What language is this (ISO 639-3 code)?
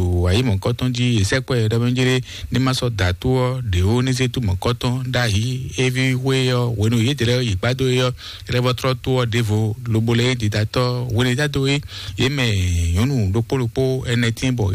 fon